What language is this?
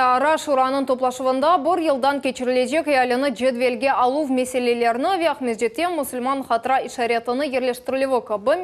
Crimean Tatar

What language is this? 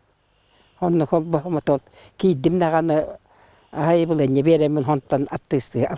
Yakut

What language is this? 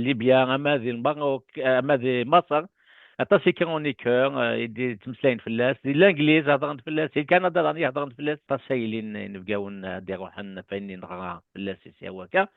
Kabyle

